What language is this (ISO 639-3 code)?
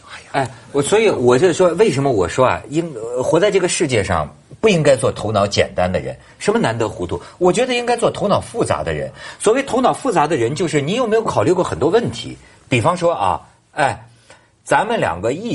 zho